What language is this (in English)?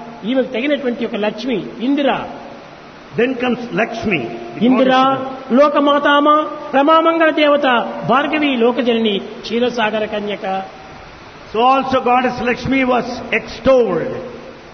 Telugu